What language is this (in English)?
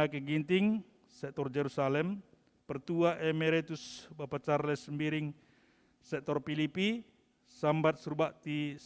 Batak Karo